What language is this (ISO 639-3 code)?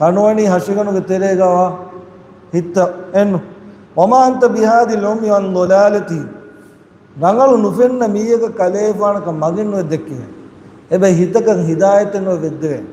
div